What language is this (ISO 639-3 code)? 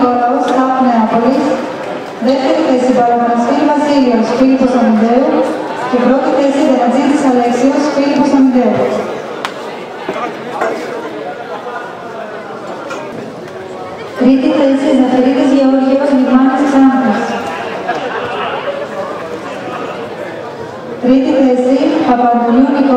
ell